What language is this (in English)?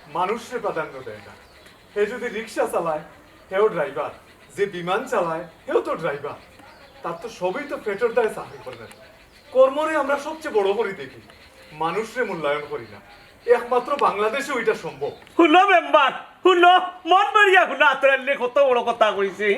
Sylheti